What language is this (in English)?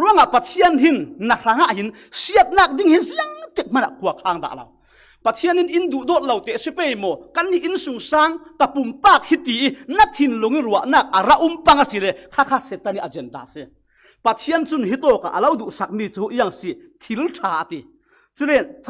Falam Chin